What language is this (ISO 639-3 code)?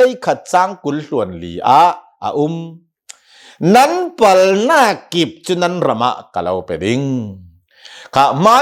cnh